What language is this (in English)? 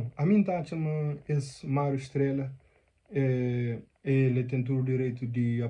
Kabuverdianu